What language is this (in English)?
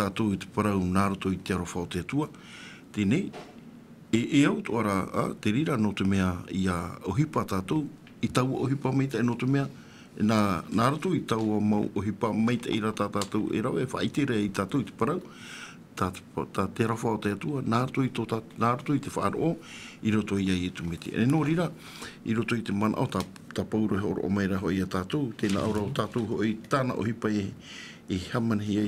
Tahitian